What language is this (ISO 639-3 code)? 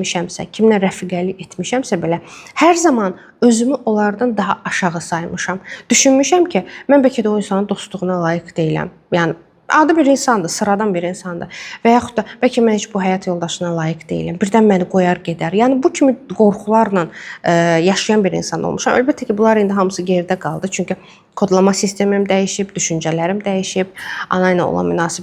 aze